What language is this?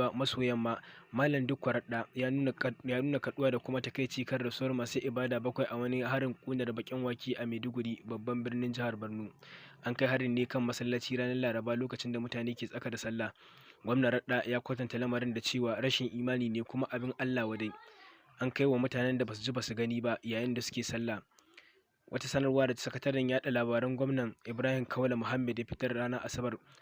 Hausa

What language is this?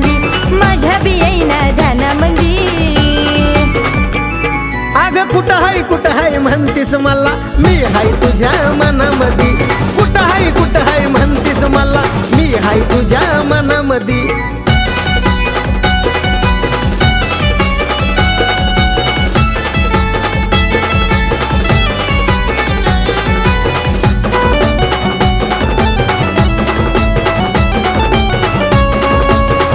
Marathi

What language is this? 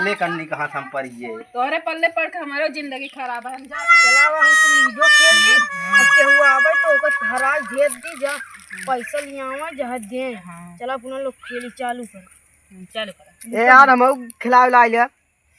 Awadhi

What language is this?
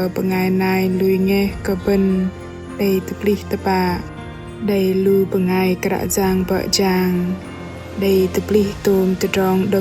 Bahnar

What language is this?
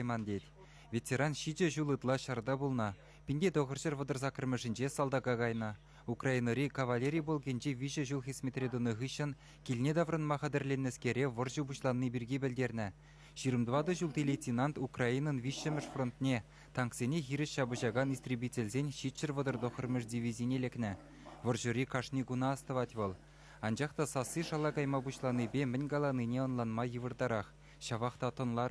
Chuvash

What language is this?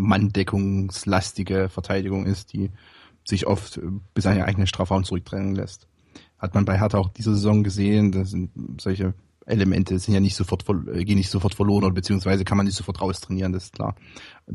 German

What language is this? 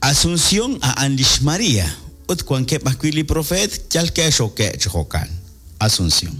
Kekchí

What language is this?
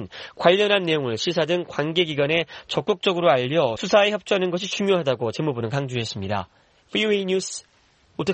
Korean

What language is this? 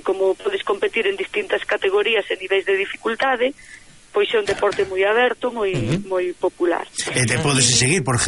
Galician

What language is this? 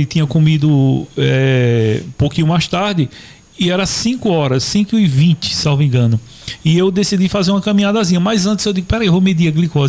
Portuguese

